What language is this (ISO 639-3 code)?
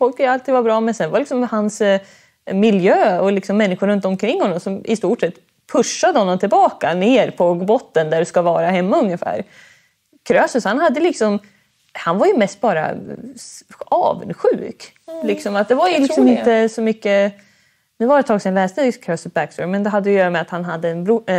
swe